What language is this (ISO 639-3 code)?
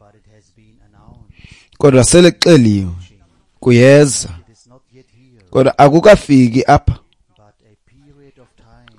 xho